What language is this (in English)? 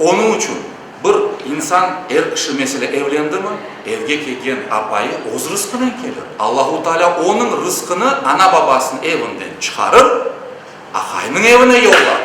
Crimean Tatar